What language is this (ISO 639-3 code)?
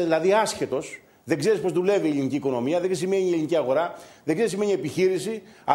ell